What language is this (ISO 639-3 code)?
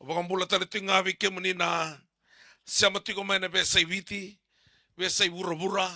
fij